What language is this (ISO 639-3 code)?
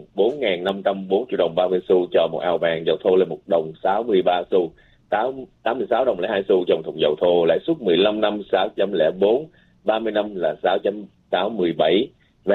vie